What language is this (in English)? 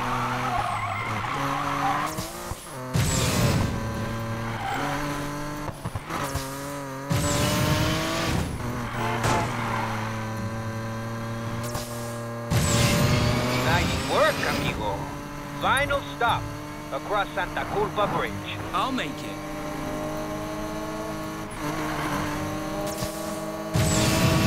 English